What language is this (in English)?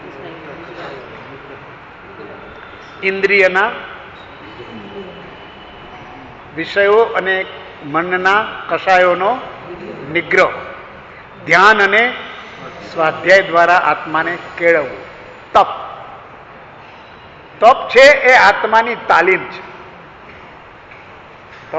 Gujarati